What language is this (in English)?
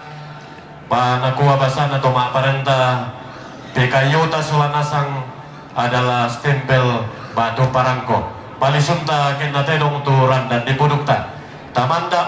Toraja-Sa'dan